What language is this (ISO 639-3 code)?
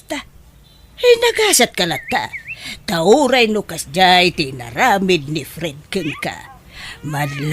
ilo